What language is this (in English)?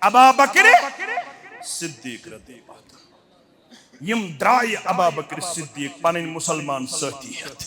Kashmiri